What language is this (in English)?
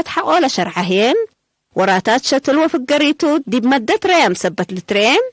Tigre